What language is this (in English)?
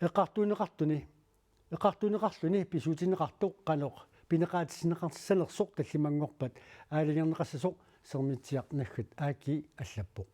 Kalaallisut